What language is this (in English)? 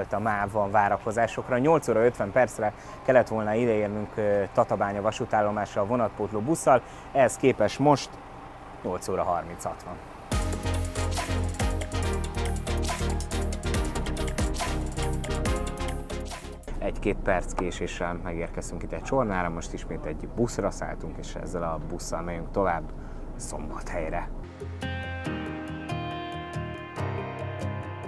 Hungarian